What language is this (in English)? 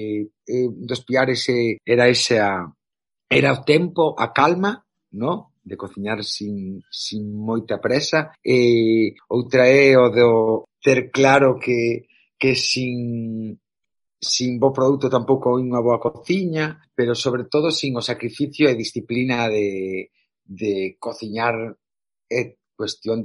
Galician